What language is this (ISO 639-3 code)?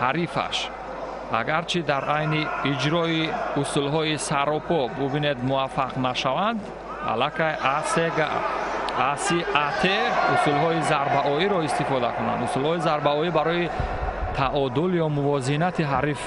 tgk